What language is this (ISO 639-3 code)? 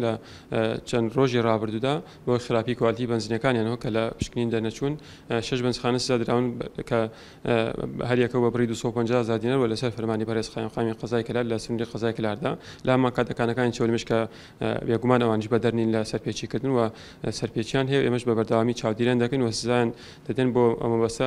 ckb